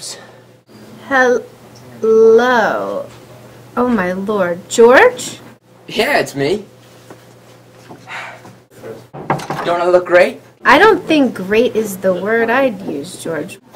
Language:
English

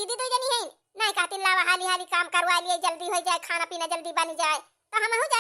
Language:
Awadhi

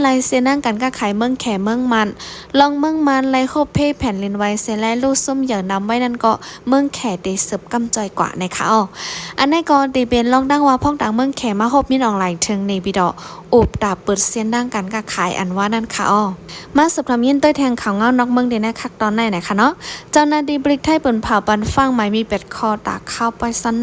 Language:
Shan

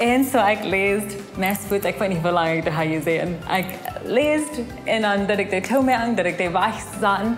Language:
Plautdietsch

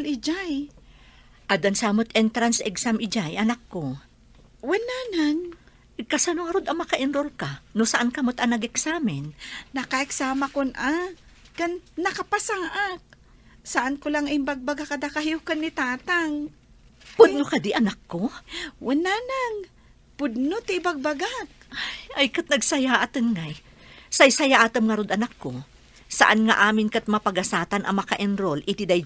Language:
Iloko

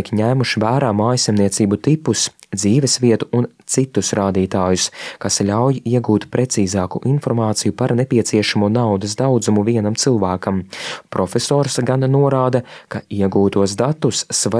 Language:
Latvian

